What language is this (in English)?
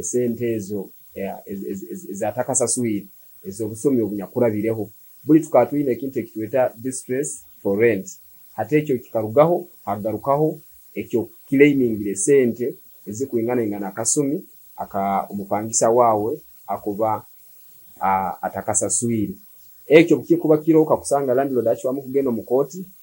Nyoro